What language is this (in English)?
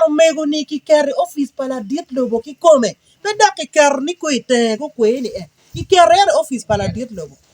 Acoli